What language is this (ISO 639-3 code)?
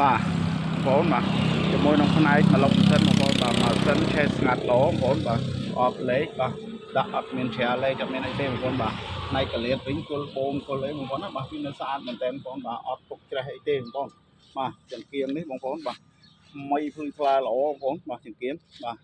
khm